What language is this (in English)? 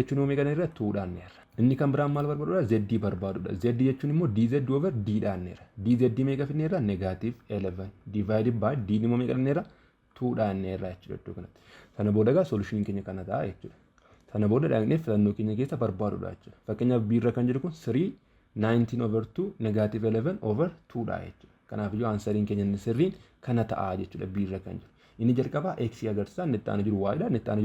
Oromo